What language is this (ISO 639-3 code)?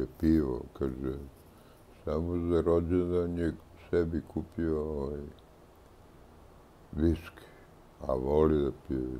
srp